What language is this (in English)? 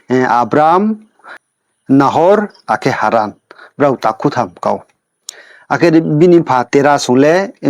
Riang (India)